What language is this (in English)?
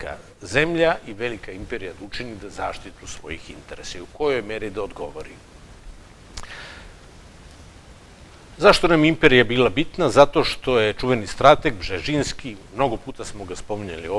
Serbian